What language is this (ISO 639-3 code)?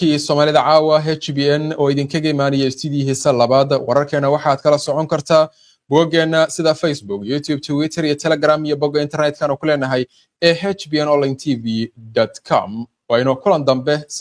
som